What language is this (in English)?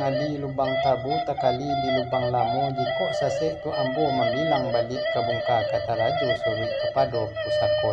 Minangkabau